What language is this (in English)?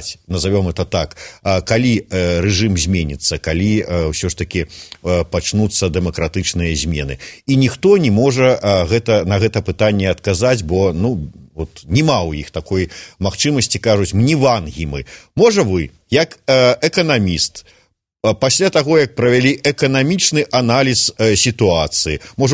Belarusian